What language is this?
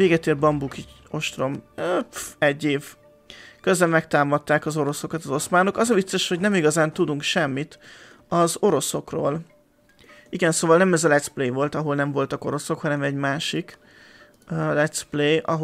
Hungarian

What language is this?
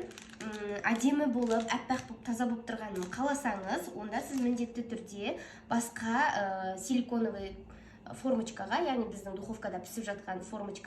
Kazakh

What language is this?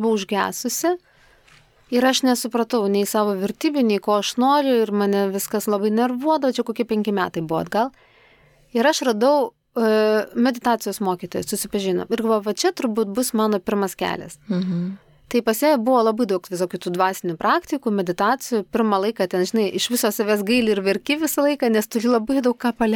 Lithuanian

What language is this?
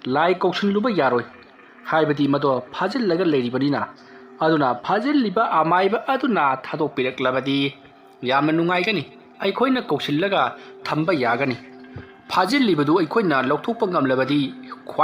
Manipuri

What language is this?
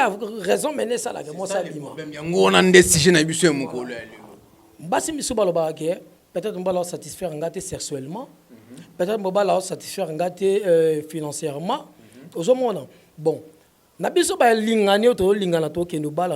Lingala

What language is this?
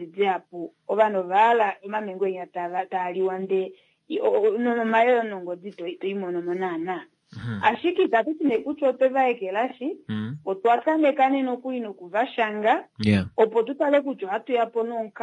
Kuanyama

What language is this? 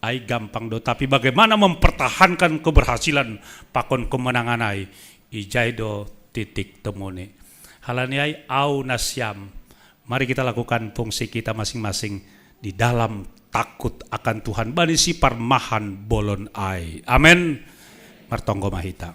Batak Simalungun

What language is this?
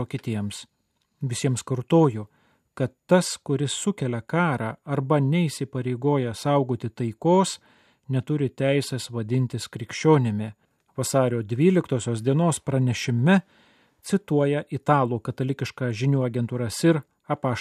Lithuanian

